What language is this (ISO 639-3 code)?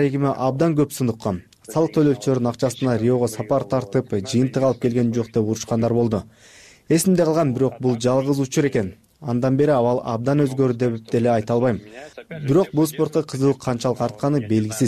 kir